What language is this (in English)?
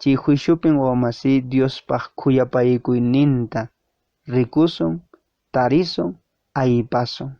Quechua